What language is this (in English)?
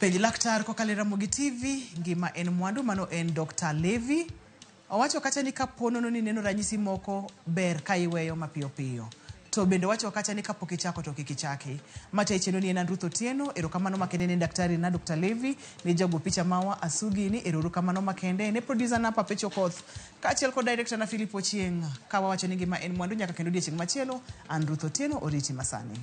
Luo (Kenya and Tanzania)